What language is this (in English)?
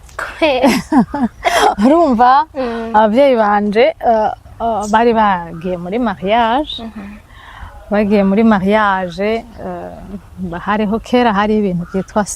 Rundi